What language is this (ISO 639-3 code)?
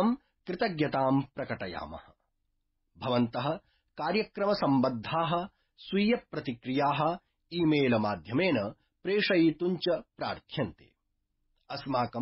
san